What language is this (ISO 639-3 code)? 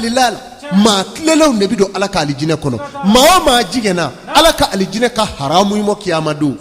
bam